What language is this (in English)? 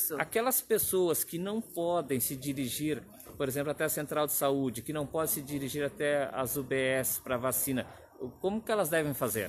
Portuguese